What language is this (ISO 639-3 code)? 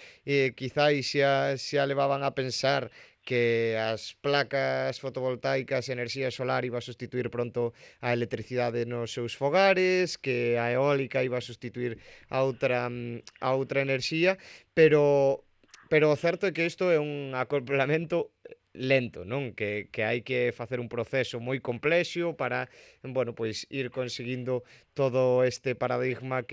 glg